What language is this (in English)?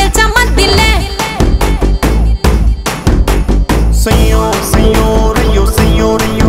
Telugu